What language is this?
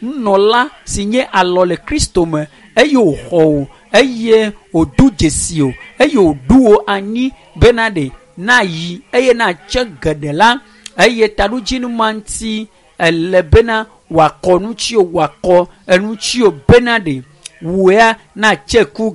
Ewe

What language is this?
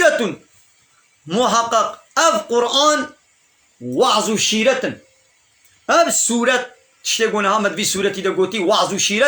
Kurdish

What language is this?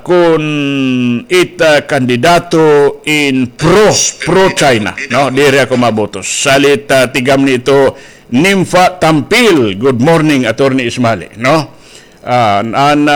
Waray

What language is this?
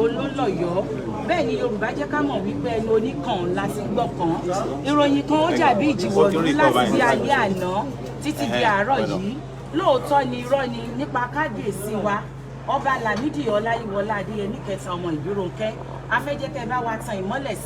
Yoruba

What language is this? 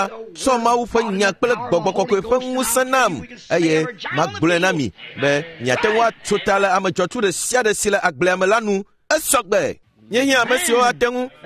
Ewe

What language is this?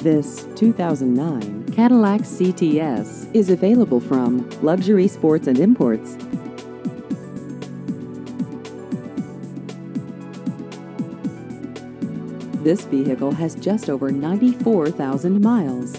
English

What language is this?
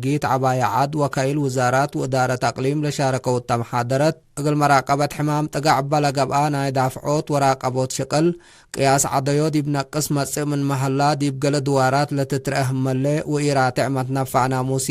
Tigre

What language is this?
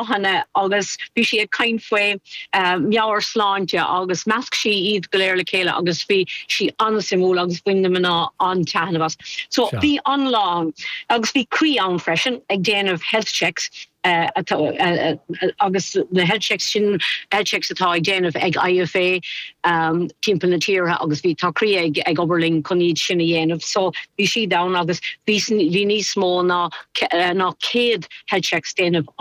Irish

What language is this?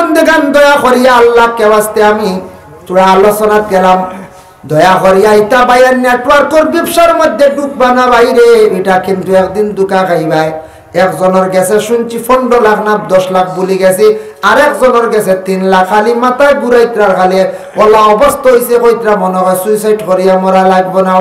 Sylheti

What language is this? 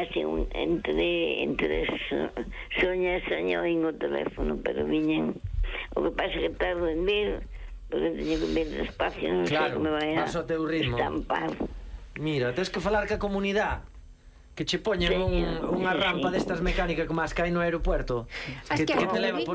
Galician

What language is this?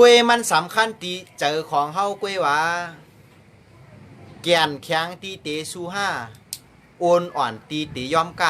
Shan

